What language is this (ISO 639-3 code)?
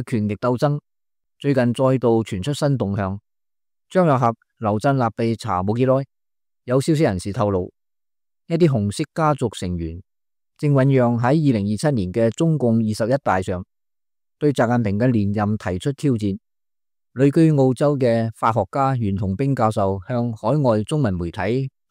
yue